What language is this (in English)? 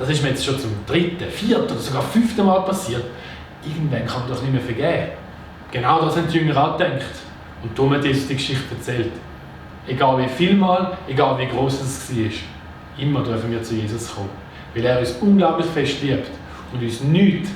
Swiss German